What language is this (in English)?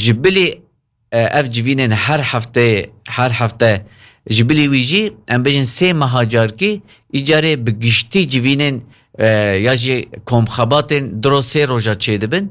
Kurdish